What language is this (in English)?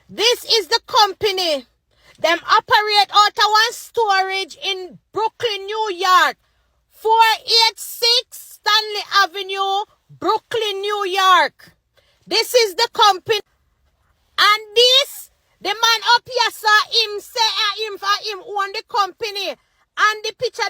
Jamaican Creole English